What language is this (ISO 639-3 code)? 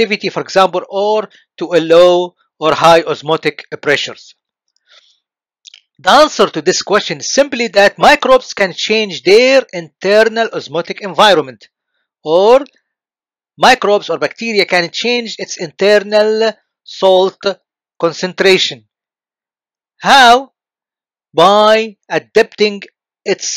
eng